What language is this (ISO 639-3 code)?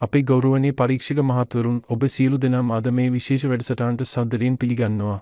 sin